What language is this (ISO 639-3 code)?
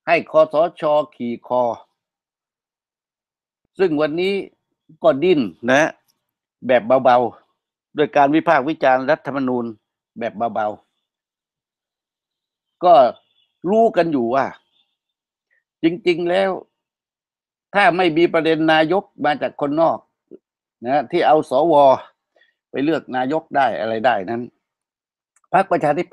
tha